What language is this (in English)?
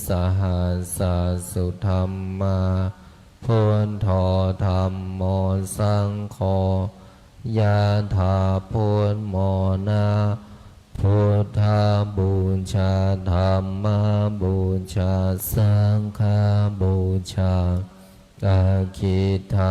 Pali